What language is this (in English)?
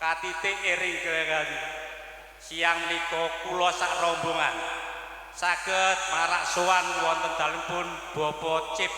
Javanese